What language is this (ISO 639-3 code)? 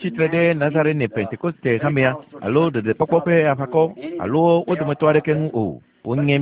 ewe